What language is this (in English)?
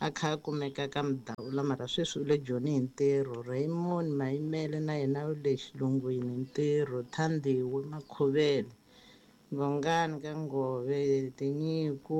Tsonga